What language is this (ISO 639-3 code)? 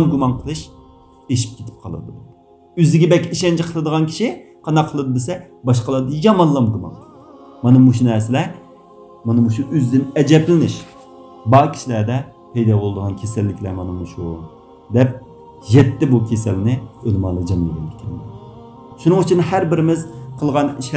uig